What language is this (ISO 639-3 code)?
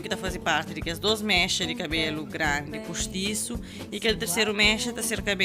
kea